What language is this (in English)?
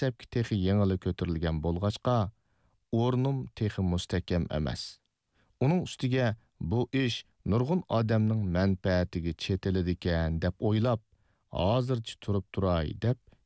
Uyghur